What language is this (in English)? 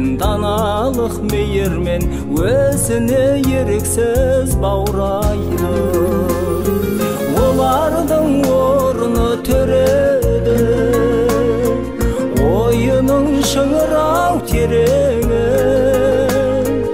Kazakh